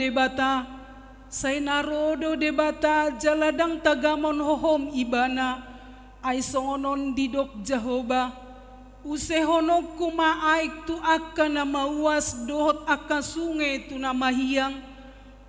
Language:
Batak Toba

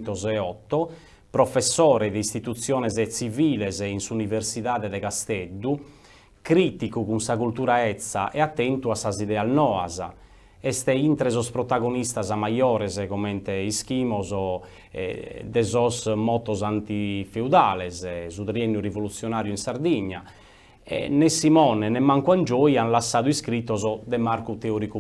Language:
Sardinian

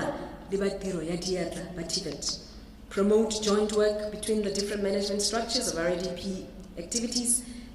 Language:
Tswana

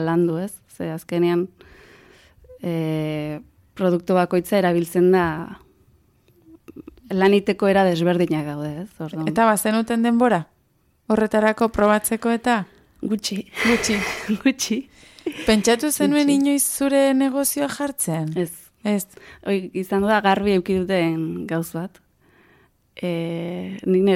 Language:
Basque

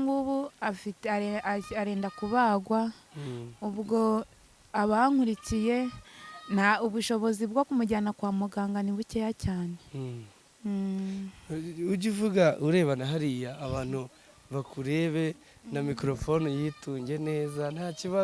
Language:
Kinyarwanda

